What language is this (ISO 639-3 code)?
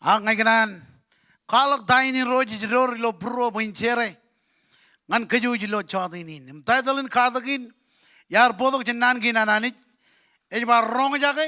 mah